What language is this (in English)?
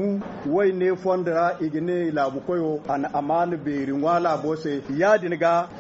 Zarma